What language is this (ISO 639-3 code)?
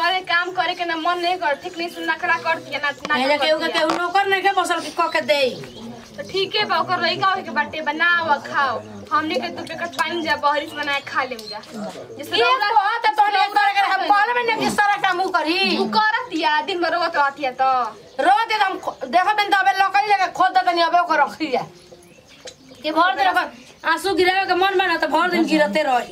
bho